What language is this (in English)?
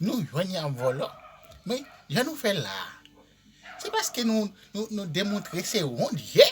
Haitian Creole